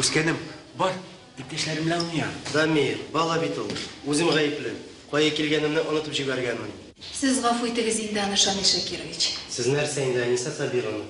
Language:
Tatar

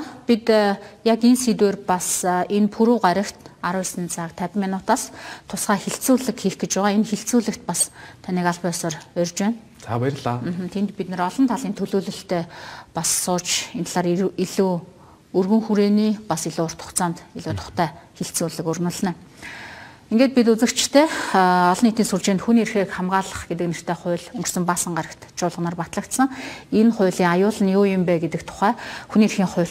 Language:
Mongolian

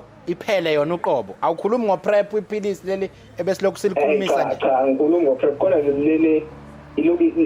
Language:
Zulu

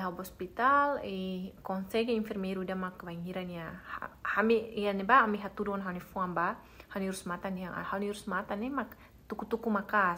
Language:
Tetum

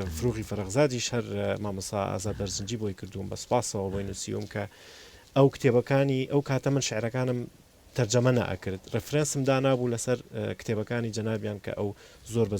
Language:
Central Kurdish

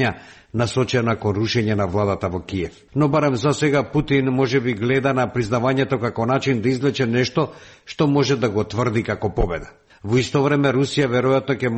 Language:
Macedonian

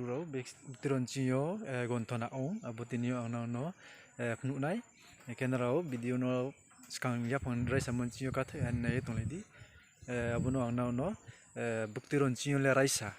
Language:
Riang (India)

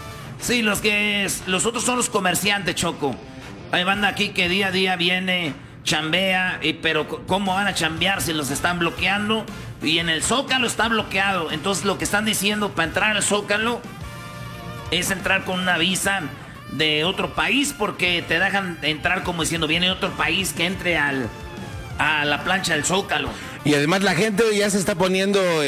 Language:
Spanish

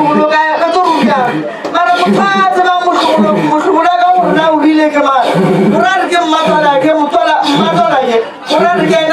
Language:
Northern Sotho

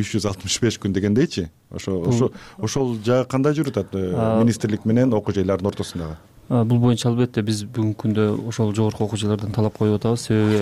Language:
Kyrgyz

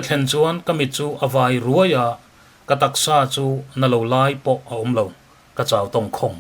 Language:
Mizo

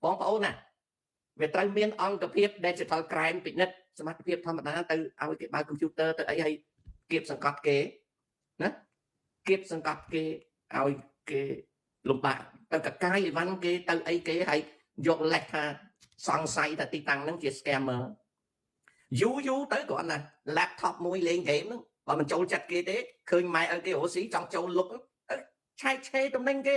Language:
Khmer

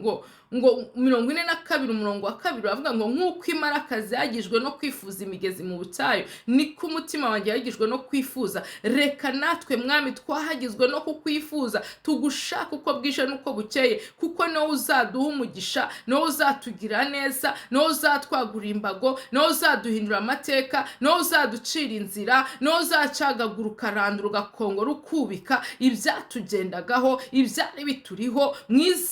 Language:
Kinyarwanda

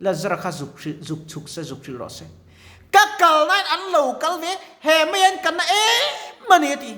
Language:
Mizo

